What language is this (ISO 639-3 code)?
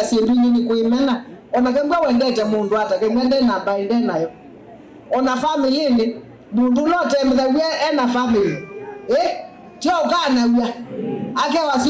kam